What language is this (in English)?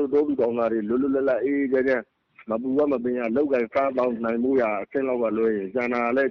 Burmese